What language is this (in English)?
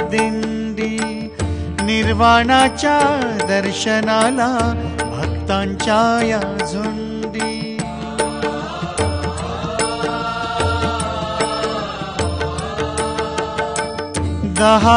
Marathi